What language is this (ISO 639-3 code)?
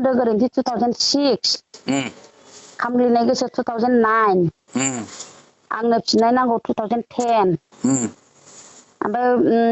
brx